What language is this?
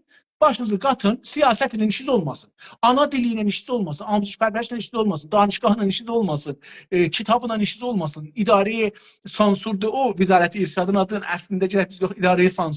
South Azerbaijani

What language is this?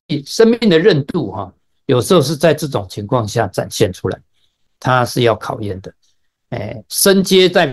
Chinese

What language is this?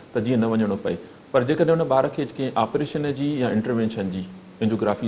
Sindhi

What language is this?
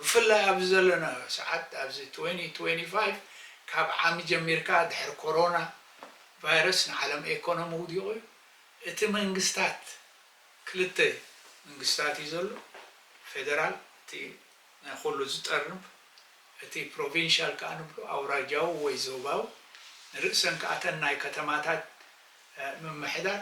Tigrinya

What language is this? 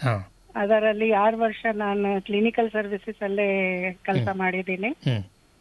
Kannada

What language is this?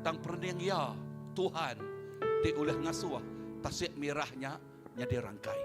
Iban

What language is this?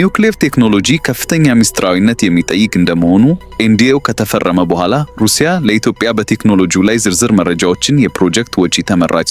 Amharic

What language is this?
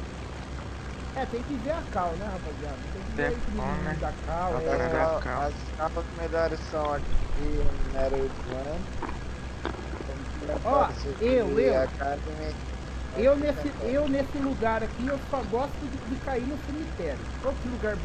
Portuguese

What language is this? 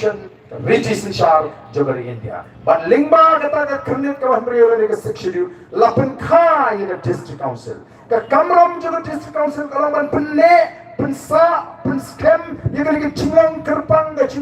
Khasi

